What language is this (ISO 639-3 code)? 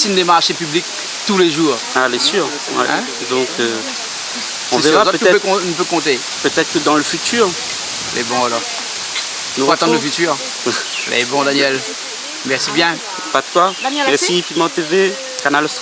rcf